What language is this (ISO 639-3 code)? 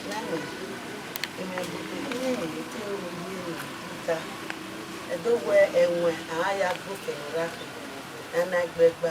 bin